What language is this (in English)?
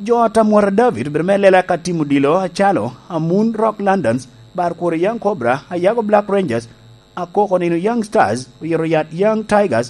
Lango (Uganda)